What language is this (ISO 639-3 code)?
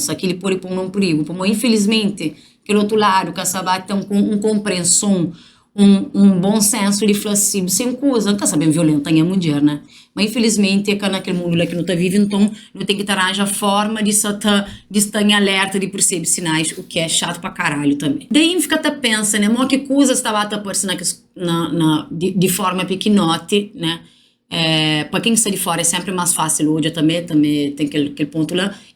kea